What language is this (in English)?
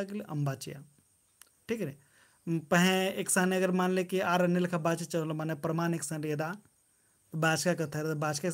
Kurukh